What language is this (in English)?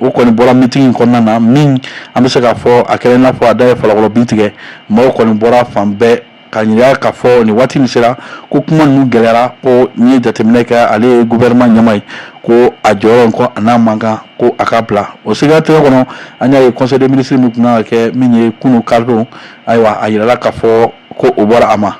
Bambara